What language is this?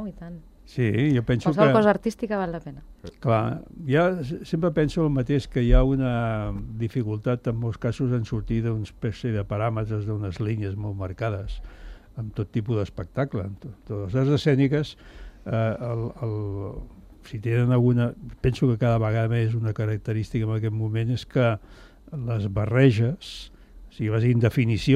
Catalan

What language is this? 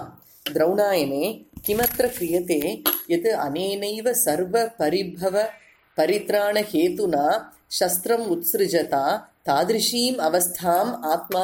Sanskrit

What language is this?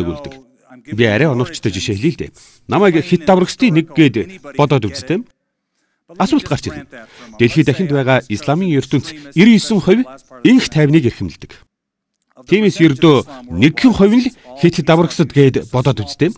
Mongolian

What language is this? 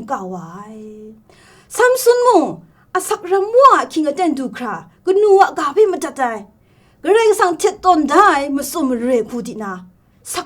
Kachin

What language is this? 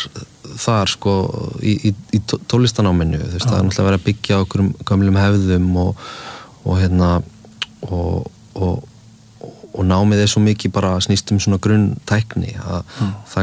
Icelandic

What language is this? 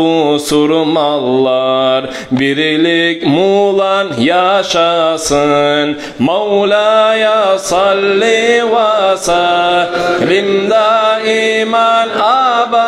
Kumyk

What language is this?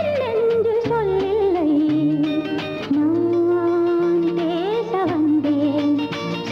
Tamil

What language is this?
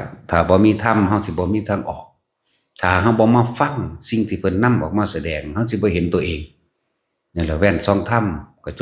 Northeastern Thai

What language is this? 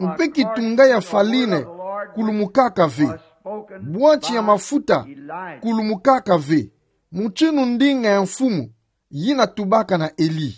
Kituba (Democratic Republic of Congo)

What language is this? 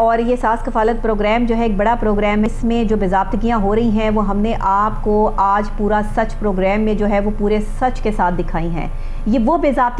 Urdu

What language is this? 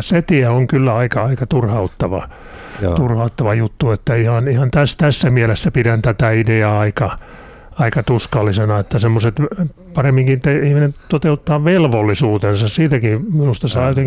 Finnish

